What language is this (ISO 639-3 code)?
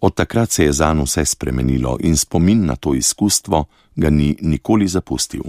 slv